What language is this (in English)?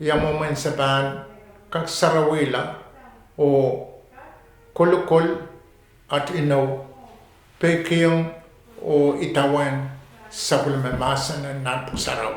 Pohnpeian